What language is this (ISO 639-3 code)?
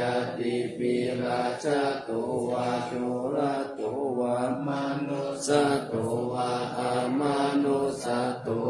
pli